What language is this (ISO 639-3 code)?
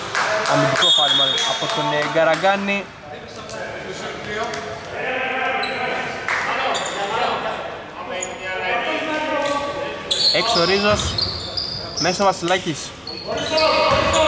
ell